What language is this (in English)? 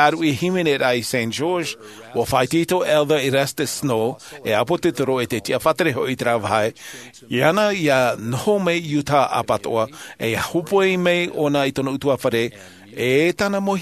Tahitian